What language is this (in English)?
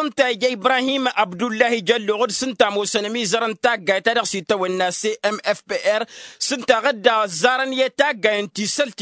Tamasheq